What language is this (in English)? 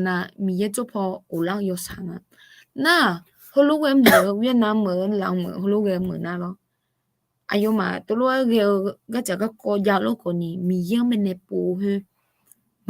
Akha